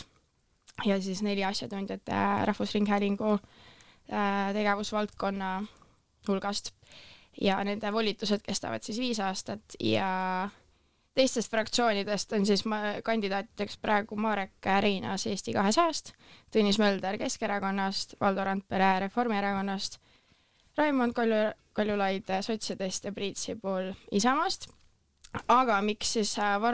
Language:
Estonian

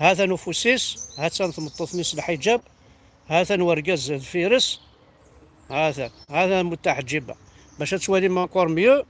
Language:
Kabyle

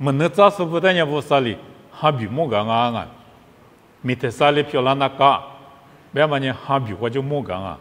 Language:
Lisu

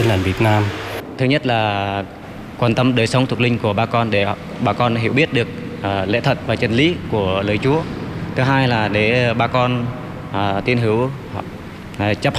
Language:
Vietnamese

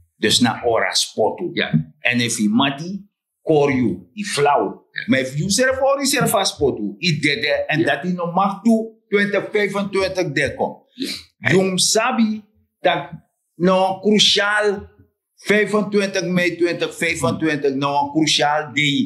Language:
Sranan Tongo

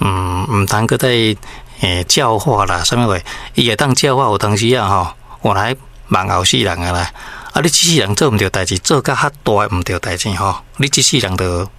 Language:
Min Nan Chinese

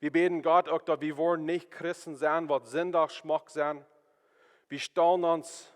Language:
Plautdietsch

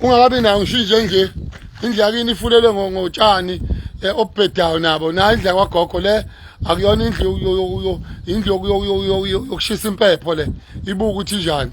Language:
Zulu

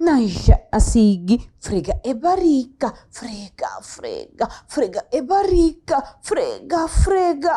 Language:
Papiamento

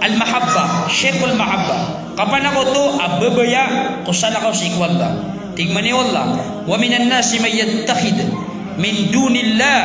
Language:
Maranao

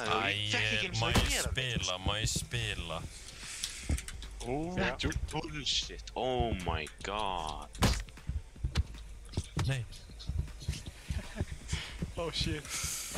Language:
Icelandic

